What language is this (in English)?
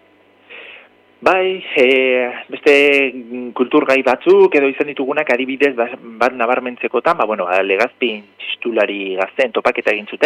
Basque